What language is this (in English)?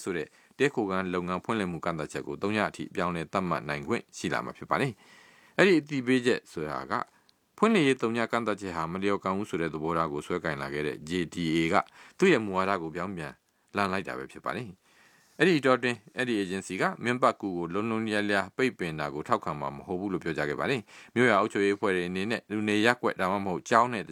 Burmese